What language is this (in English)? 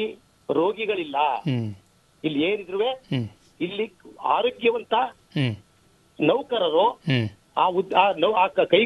Kannada